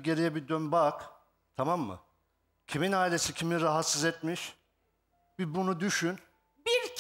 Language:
Turkish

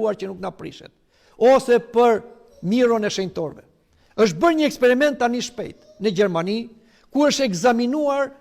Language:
Albanian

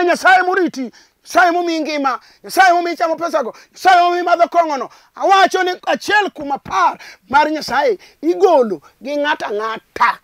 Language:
Luo (Kenya and Tanzania)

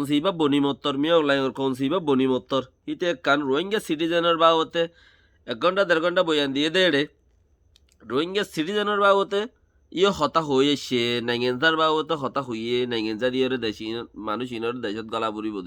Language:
Rohingya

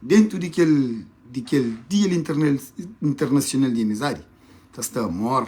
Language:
Kabuverdianu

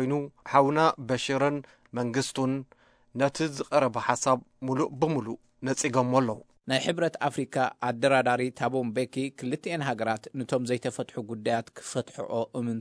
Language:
Tigrinya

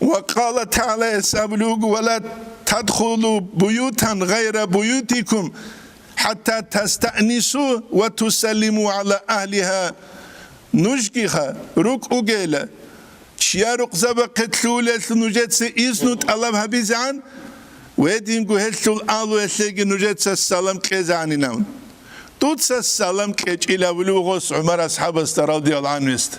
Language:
Avaric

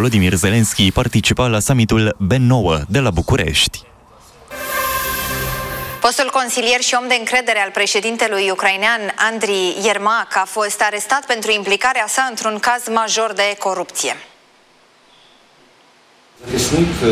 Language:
Romanian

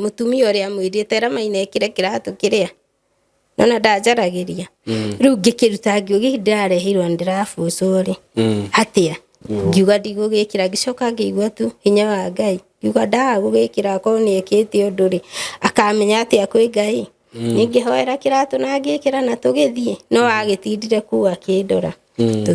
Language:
Kikuyu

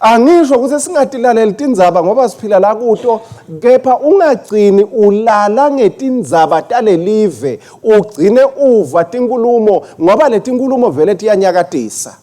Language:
Swati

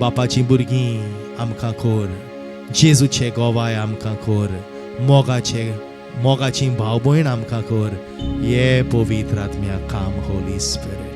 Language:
Konkani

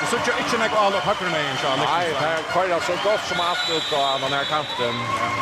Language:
Faroese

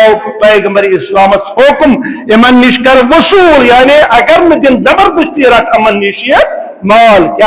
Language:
Kashmiri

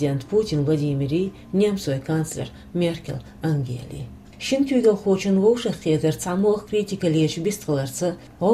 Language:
Chechen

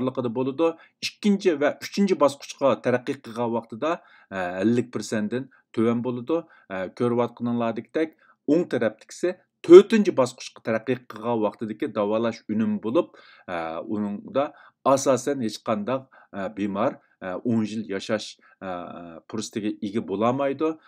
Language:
Uyghur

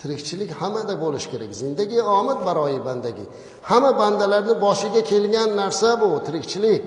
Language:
Uzbek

